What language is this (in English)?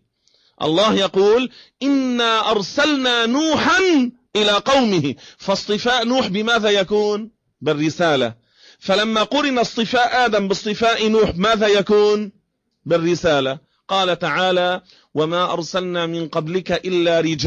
Arabic